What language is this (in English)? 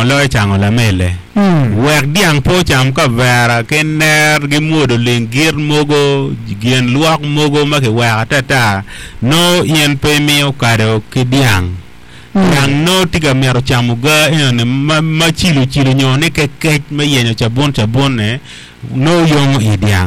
Acoli